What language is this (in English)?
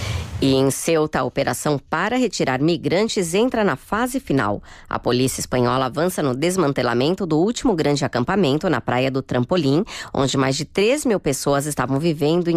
Portuguese